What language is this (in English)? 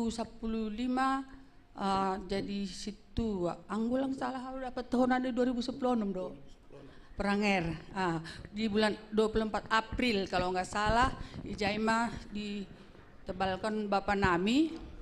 Batak Simalungun